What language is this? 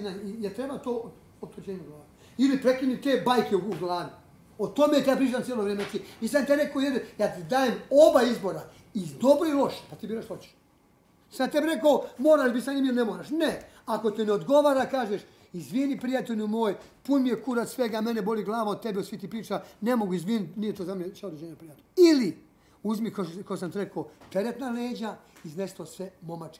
Bosnian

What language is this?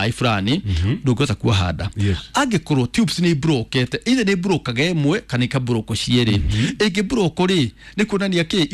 Kikuyu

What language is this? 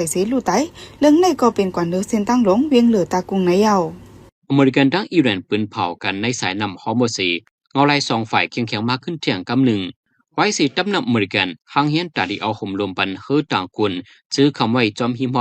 Shan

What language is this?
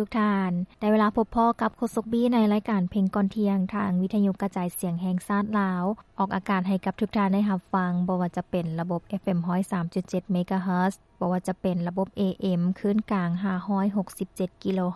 Lao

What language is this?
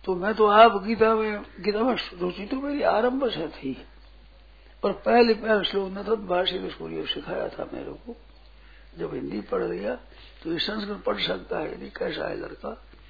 Hindi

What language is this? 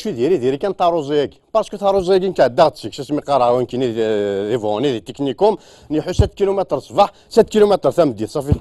Kabyle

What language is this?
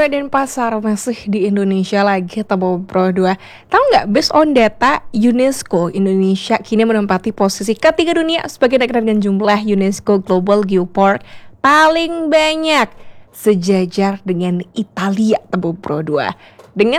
Indonesian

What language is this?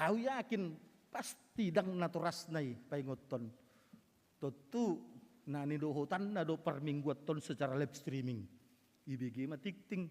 Batak Toba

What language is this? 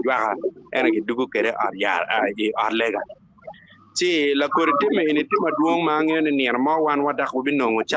Acoli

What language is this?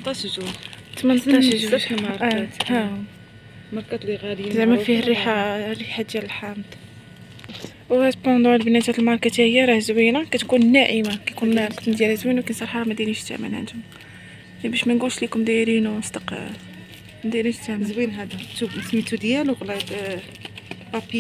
Moroccan Arabic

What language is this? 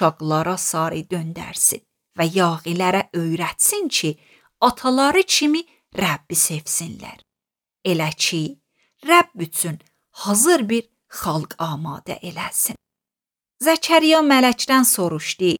Azerbaijani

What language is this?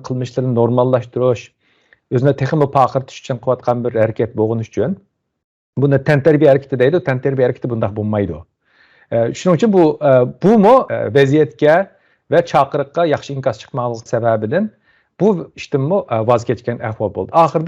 Uyghur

